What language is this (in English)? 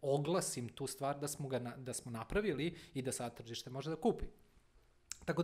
Serbian